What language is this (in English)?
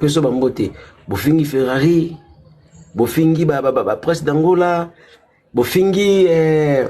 Lingala